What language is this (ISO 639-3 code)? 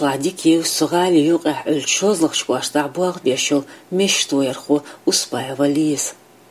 che